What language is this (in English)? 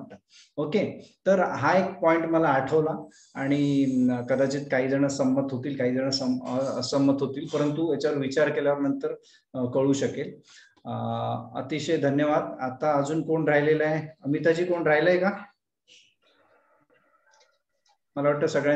Marathi